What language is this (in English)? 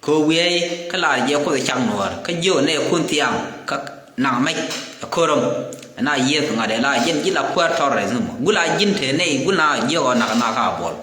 Nuer